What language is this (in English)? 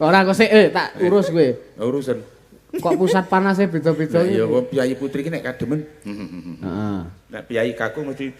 Javanese